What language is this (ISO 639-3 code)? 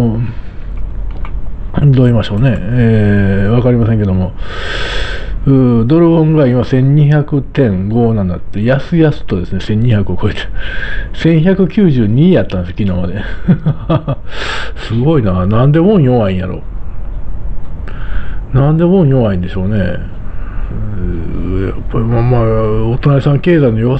jpn